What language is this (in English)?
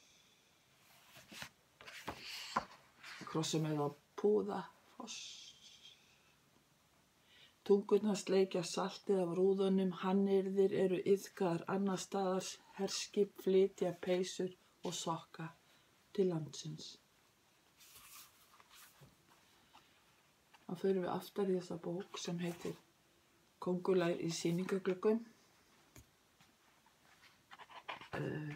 Icelandic